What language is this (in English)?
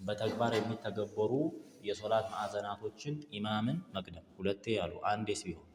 Amharic